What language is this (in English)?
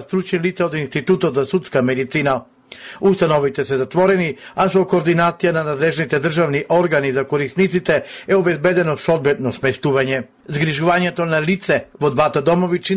Macedonian